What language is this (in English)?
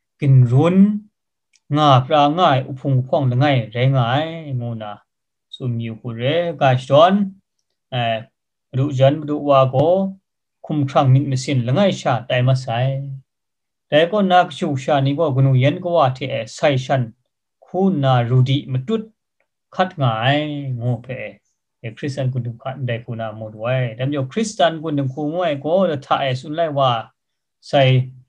Kachin